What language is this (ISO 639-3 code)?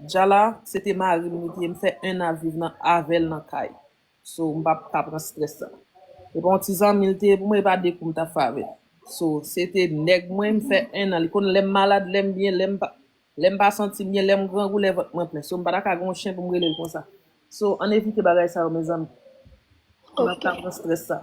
hat